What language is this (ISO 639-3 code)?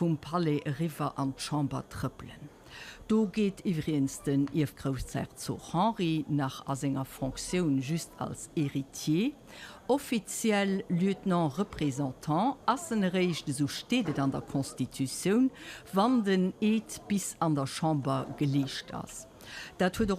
ltz